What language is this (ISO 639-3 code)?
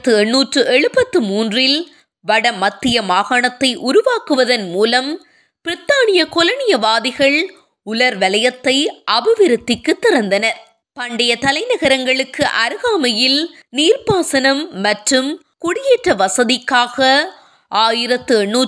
tam